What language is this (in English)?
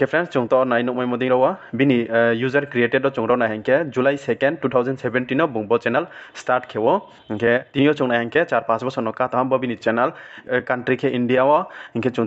Riang (India)